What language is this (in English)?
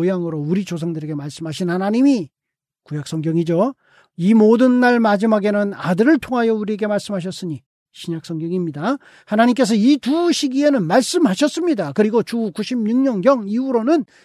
Korean